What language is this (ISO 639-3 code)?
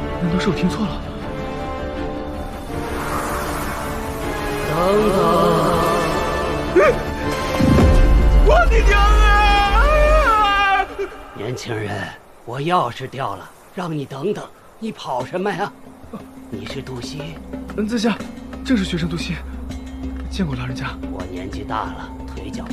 zho